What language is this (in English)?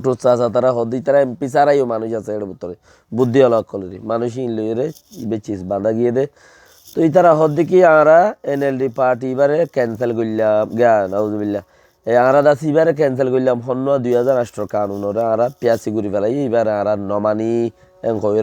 Rohingya